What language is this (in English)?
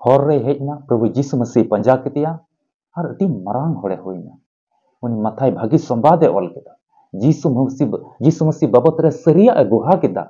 Santali